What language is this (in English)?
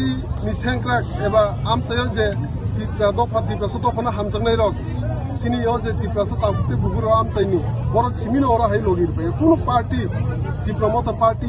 Kok Borok